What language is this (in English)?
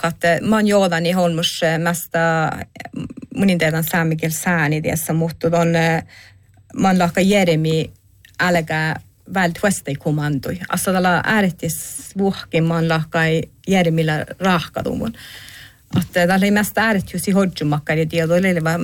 Northern Sami